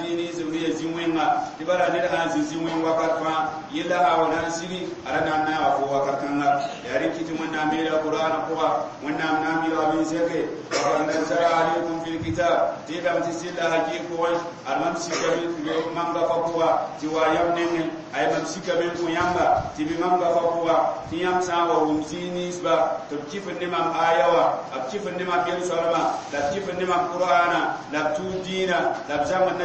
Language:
Mossi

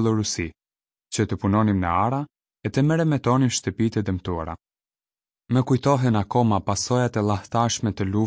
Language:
Albanian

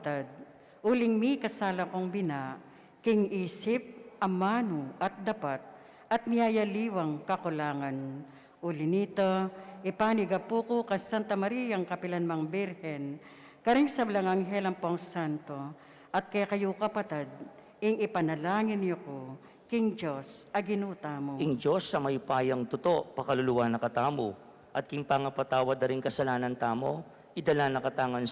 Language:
Pampanga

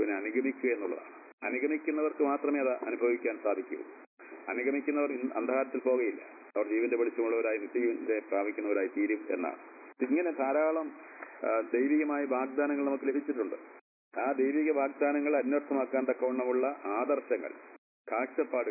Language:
Malayalam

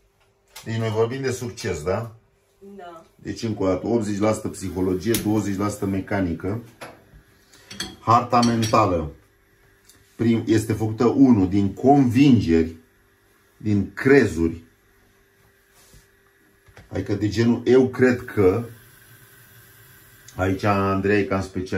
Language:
Romanian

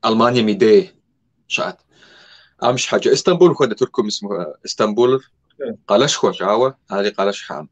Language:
Kabardian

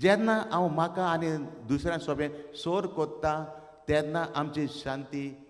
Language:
Konkani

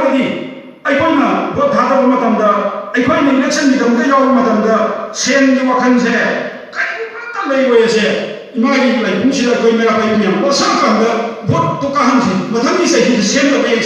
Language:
Manipuri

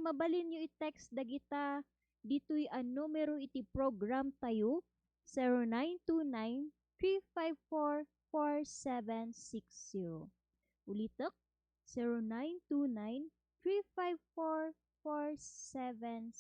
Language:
Iloko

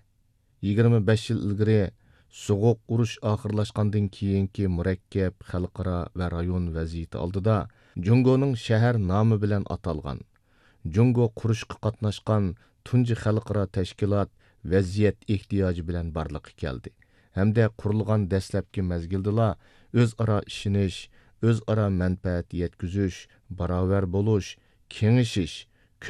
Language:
Uyghur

